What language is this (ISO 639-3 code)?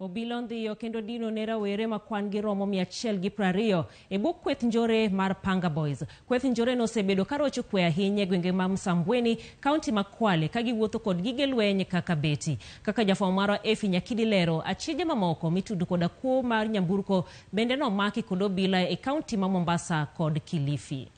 luo